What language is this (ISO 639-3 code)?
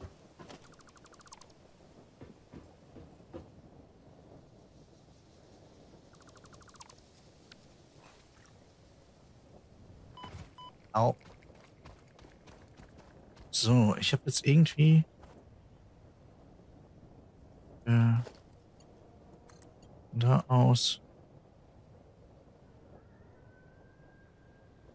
deu